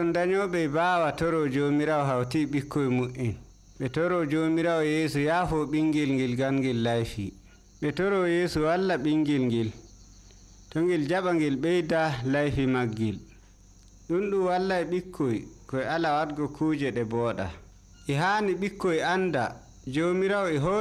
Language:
Nigerian Fulfulde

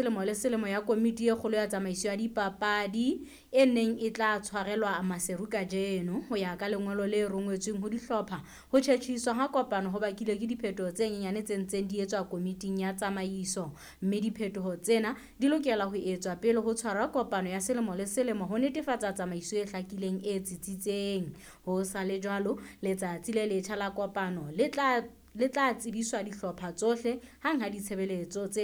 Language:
Southern Sotho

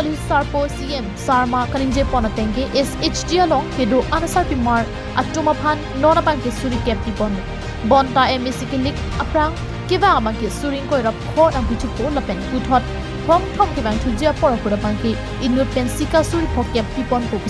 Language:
Karbi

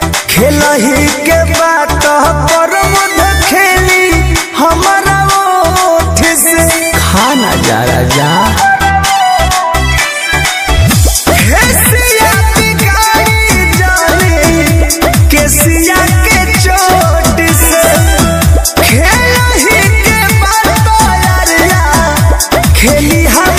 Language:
Bhojpuri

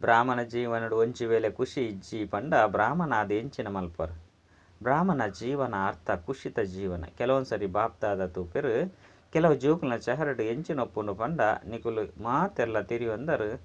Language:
Tulu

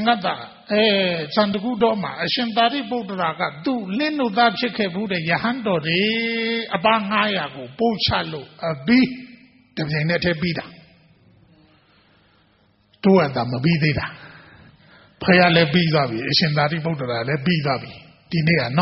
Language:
Burmese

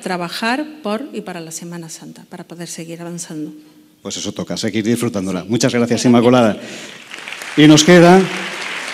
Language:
Spanish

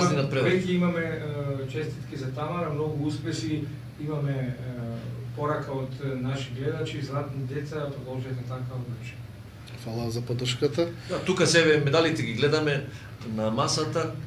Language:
Macedonian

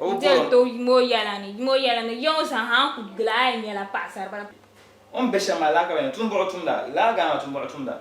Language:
Dagbani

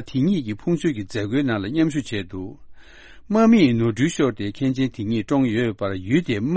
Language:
Tibetan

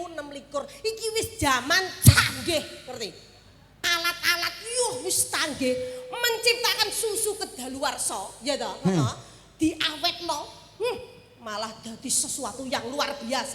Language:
Javanese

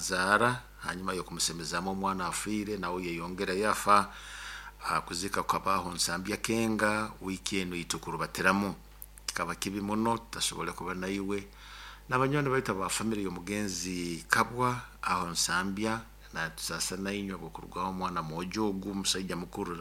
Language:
Nyoro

